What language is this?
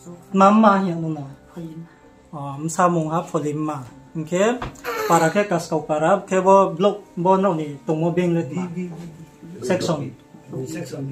Riang (India)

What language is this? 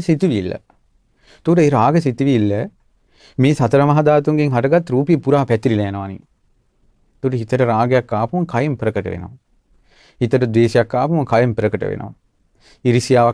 Sinhala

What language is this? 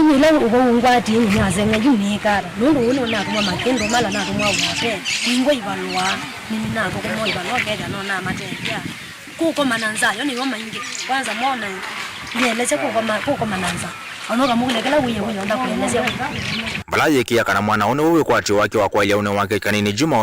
Kamba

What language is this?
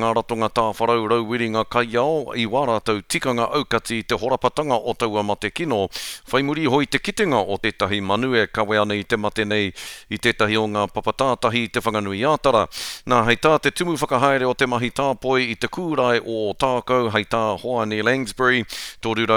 Māori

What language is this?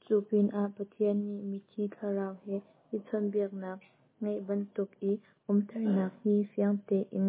Hakha Chin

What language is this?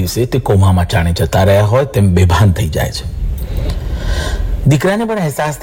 Gujarati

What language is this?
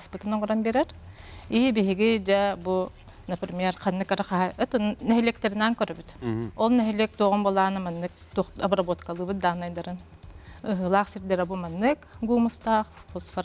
Yakut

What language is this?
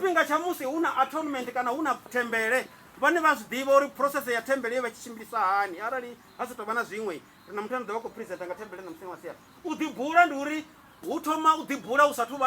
Venda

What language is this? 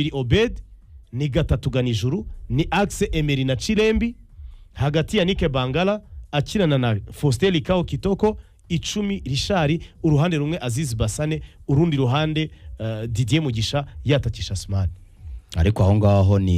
Kinyarwanda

